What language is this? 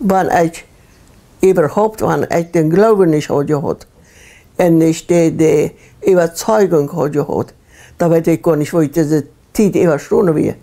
Plautdietsch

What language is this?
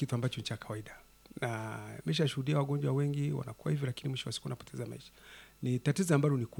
Swahili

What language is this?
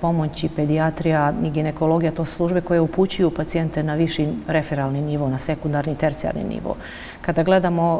Bosnian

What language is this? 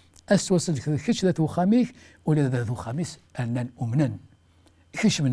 Kabyle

